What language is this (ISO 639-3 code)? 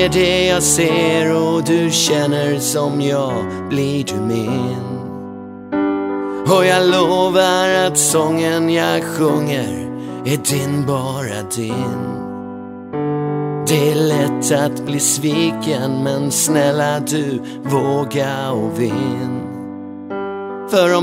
swe